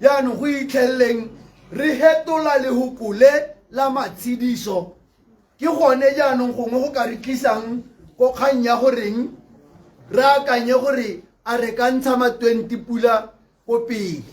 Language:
Tswana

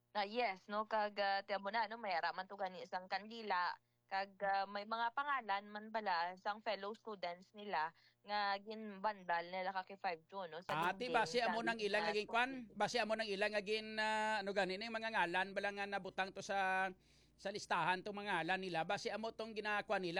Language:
Hiligaynon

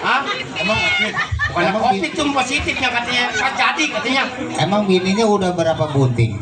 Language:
Betawi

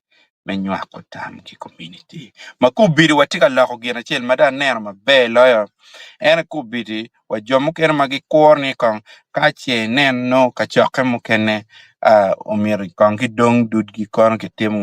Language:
Acoli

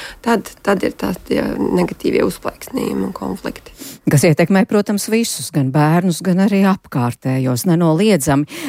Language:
Latvian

